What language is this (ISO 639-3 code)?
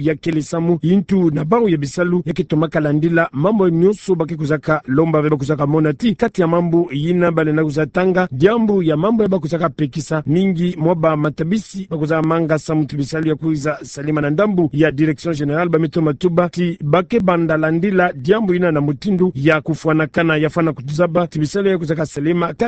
ktu